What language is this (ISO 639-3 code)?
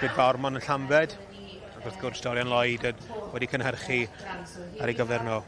cym